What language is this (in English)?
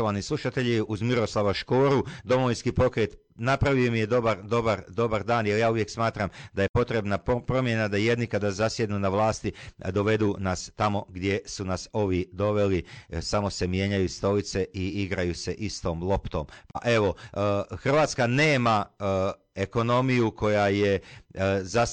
Croatian